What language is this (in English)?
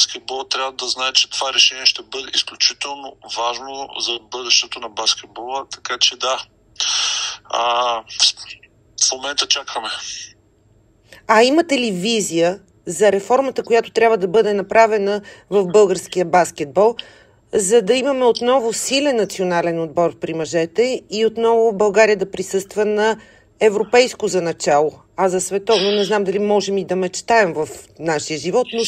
Bulgarian